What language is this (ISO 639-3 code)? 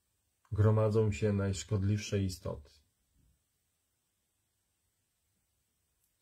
pol